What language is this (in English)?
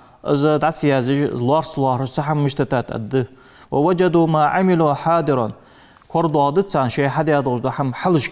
Ingush